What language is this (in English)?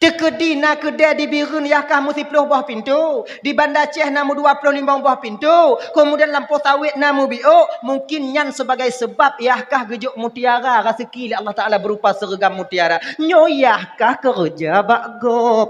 Achinese